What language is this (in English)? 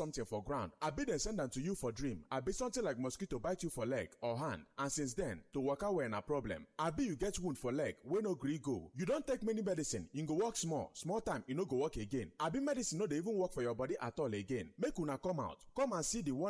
Nigerian Pidgin